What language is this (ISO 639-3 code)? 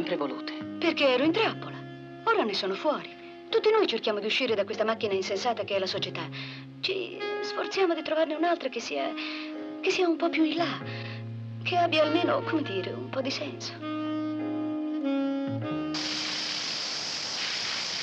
ita